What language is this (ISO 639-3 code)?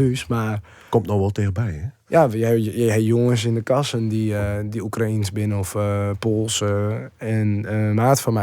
fry